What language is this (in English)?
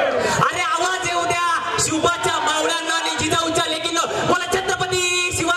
Marathi